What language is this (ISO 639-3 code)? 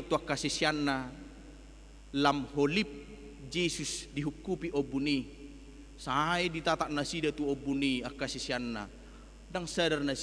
bbc